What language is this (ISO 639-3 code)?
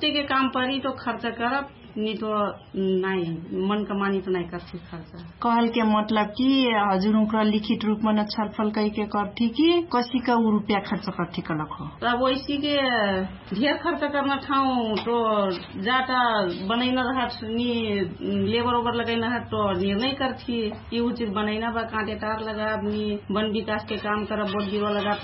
thl